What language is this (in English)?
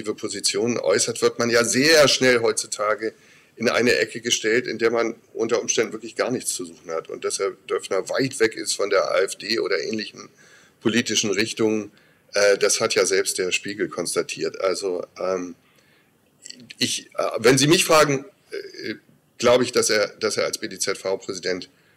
German